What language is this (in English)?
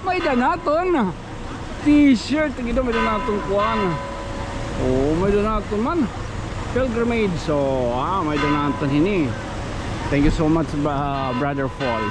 Waray